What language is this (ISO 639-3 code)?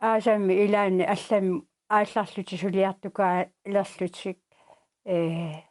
kal